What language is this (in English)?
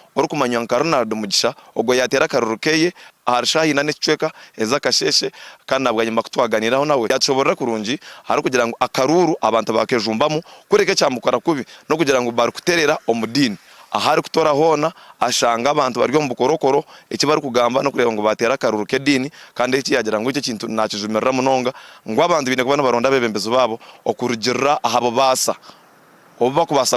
Nyankole